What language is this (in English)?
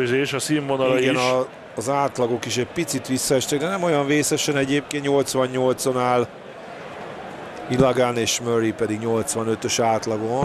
Hungarian